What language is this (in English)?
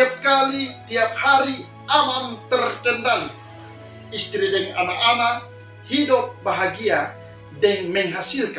Kupang Malay